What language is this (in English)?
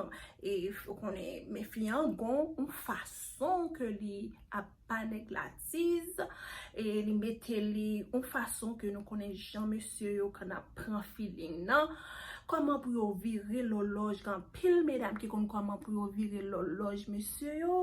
Haitian Creole